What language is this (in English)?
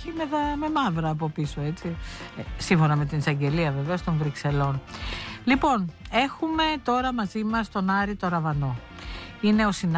Greek